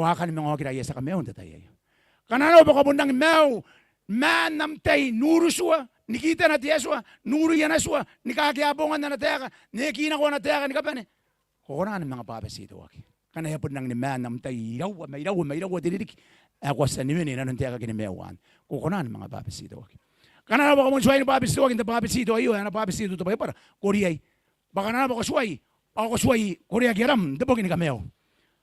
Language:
Gilbertese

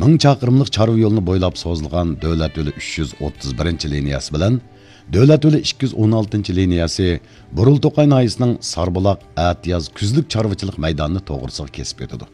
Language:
Uyghur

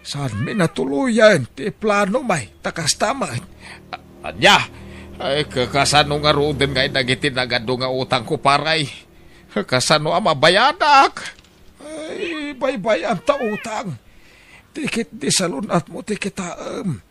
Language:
Iloko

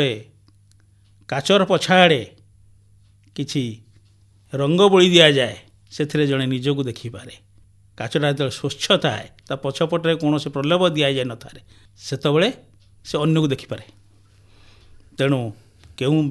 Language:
Odia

